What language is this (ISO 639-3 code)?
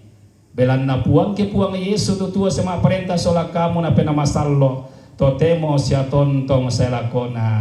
sda